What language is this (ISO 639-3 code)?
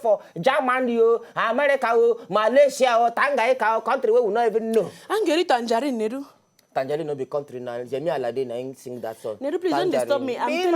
pcm